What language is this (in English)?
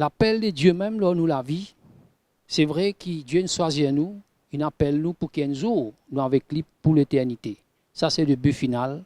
Morisyen